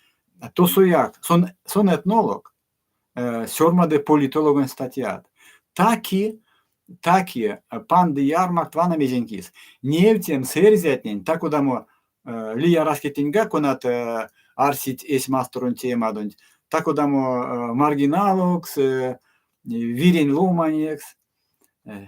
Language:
Erzya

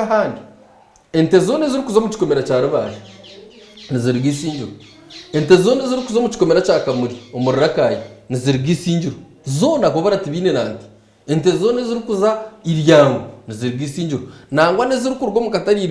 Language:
Nyankole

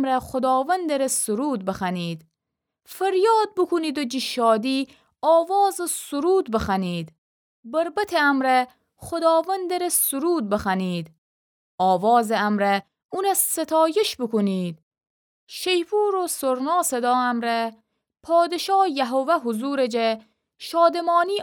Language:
Gilaki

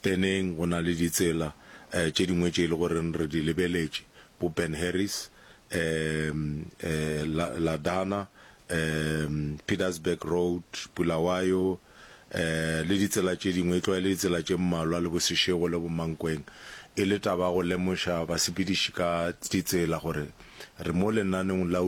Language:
Northern Sotho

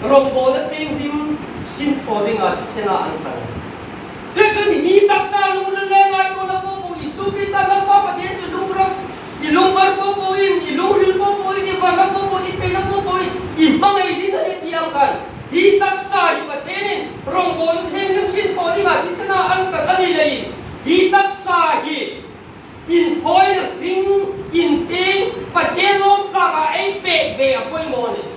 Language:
Hmar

